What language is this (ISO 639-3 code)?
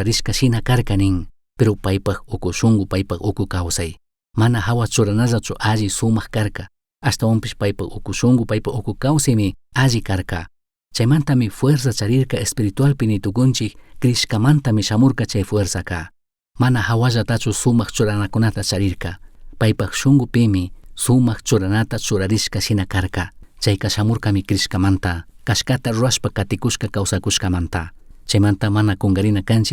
qug